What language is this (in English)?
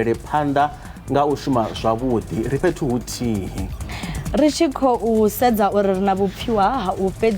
Venda